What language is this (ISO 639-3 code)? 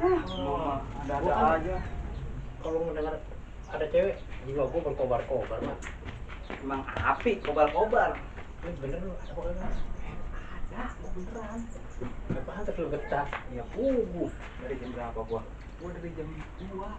bew